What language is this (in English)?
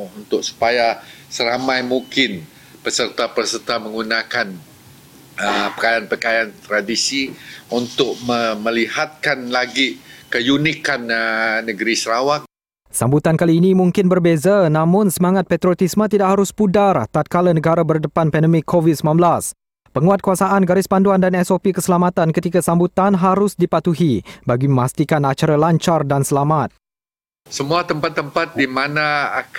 Malay